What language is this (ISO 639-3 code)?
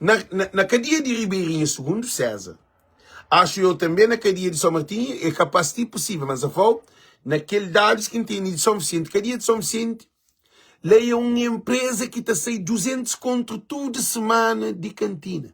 kea